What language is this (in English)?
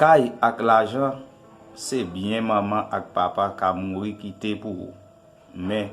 Haitian Creole